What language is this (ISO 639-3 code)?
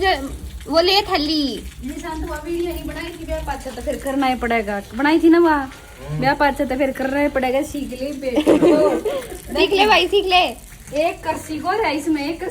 bgc